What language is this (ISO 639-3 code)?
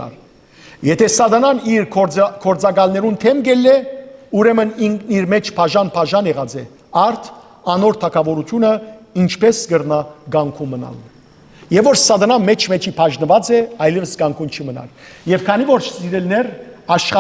hyw